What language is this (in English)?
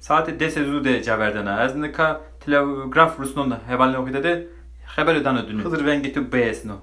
Zaza